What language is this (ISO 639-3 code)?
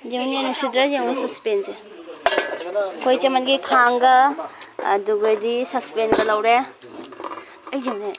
mni